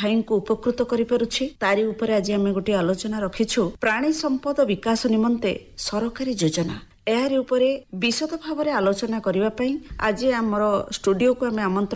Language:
Odia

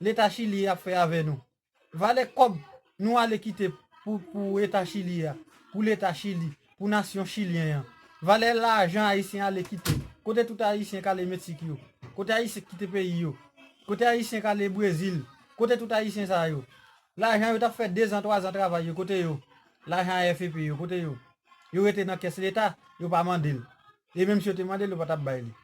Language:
Haitian Creole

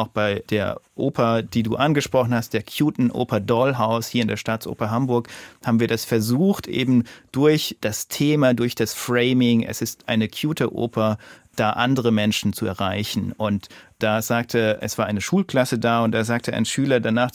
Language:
German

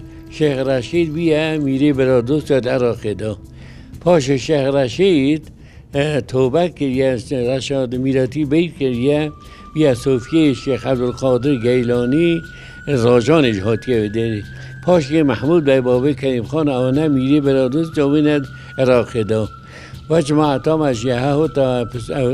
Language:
Kurdish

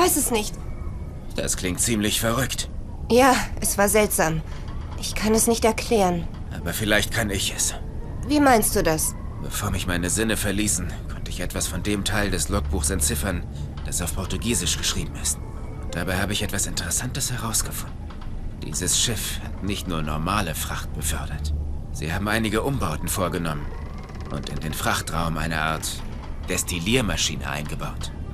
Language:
Bavarian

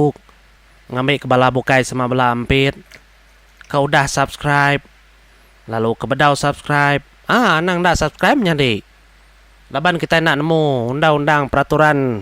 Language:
Iban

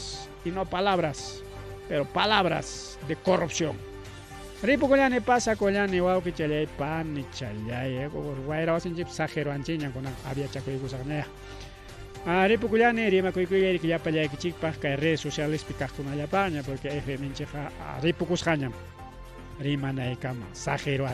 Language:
Ayacucho Quechua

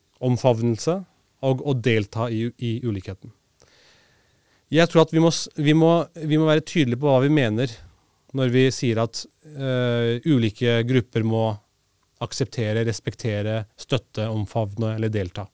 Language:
Norwegian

